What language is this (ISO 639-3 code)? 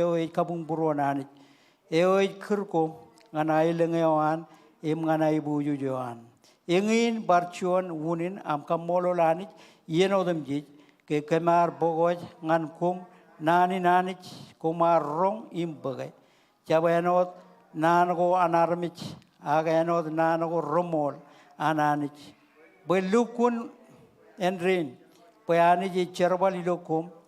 mah